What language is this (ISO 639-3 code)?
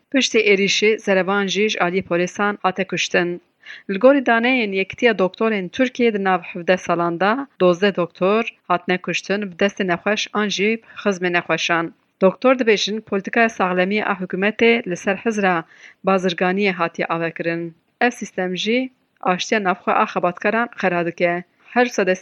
kur